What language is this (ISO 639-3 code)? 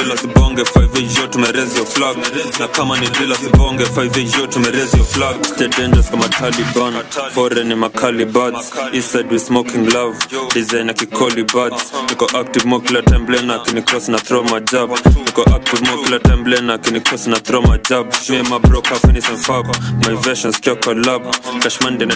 swa